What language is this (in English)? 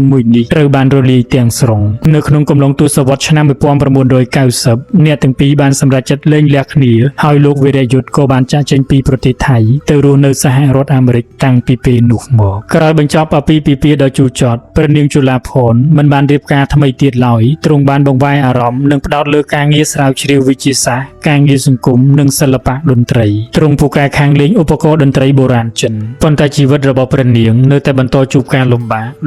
Khmer